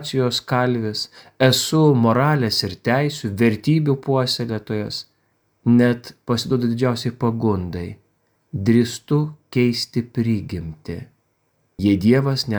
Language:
Lithuanian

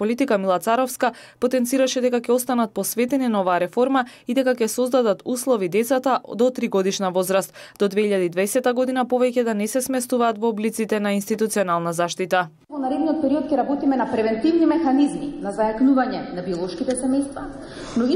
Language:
Macedonian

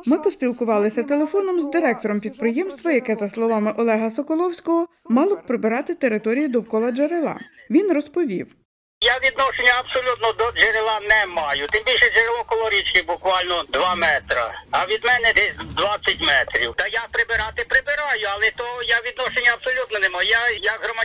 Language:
Ukrainian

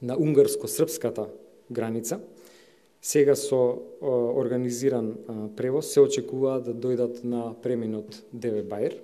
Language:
Macedonian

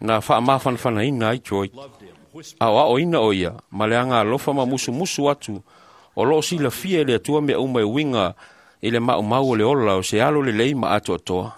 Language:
Samoan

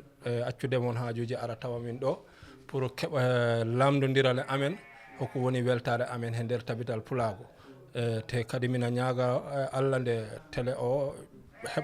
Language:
Fula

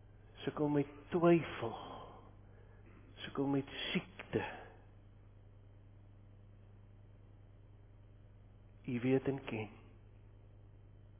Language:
Afrikaans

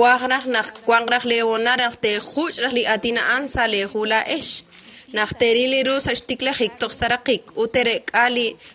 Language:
Kekchí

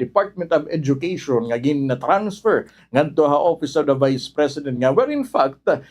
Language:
Waray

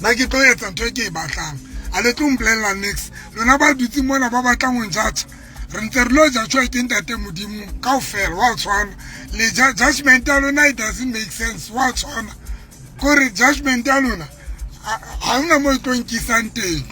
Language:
Southern Sotho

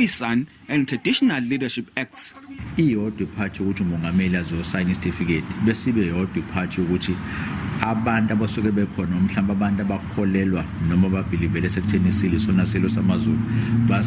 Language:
Zulu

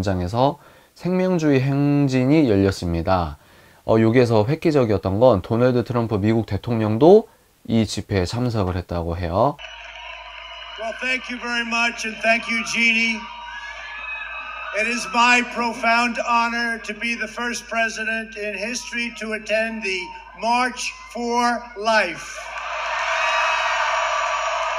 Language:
Korean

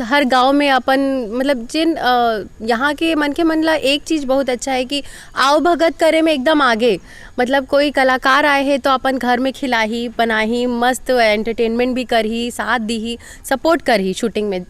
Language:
Chhattisgarhi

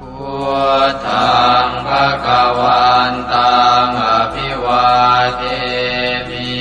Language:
Pali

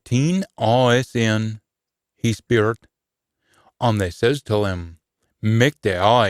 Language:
Scots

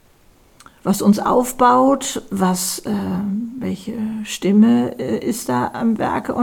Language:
German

